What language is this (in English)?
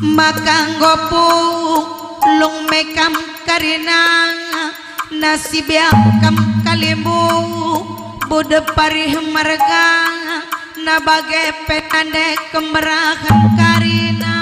Batak Karo